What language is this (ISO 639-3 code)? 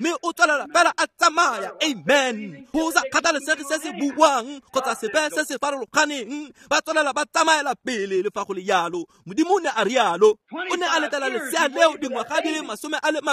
tsn